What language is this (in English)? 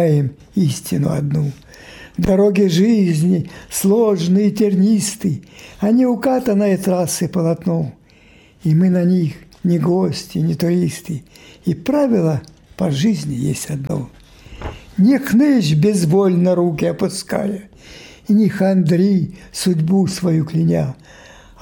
Russian